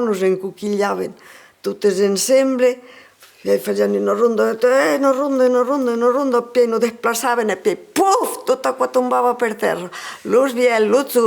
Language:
Occitan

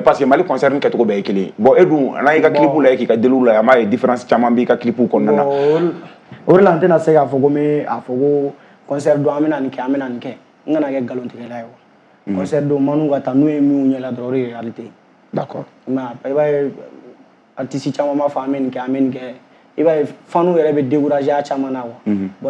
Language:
Bambara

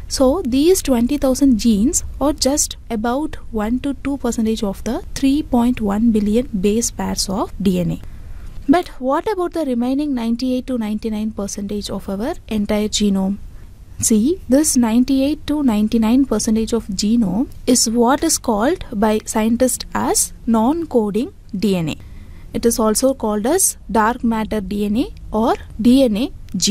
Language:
English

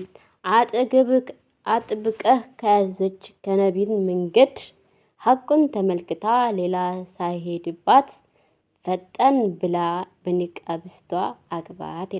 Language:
Amharic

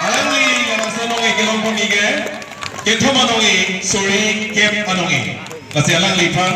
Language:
Karbi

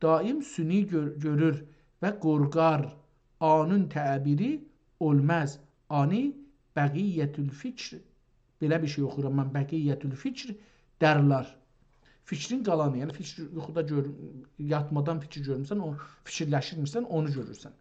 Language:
South Azerbaijani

